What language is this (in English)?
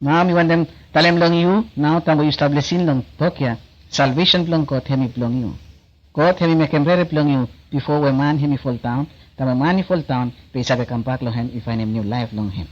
Bislama